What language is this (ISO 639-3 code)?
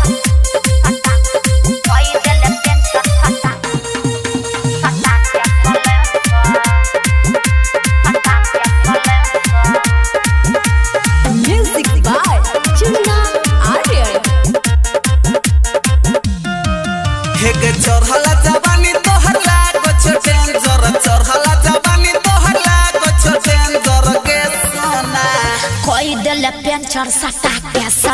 bho